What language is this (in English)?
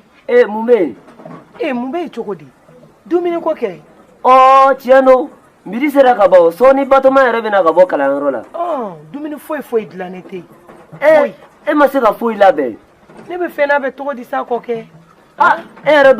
Bambara